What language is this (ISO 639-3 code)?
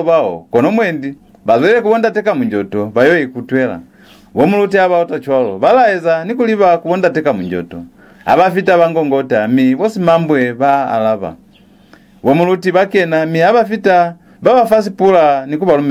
loz